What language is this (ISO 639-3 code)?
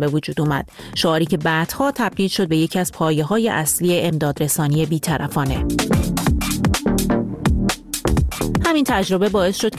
fas